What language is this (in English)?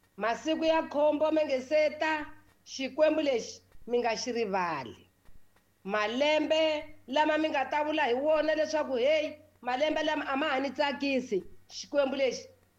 Tsonga